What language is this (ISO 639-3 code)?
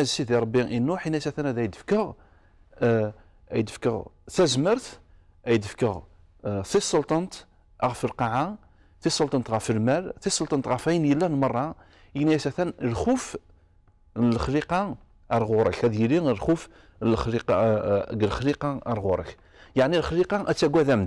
kab